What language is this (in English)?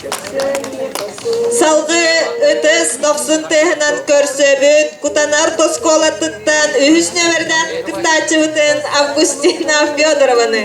Yakut